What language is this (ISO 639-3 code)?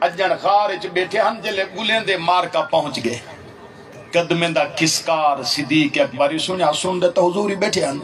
skr